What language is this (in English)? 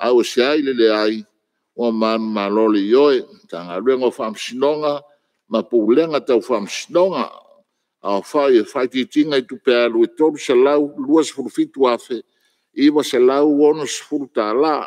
Samoan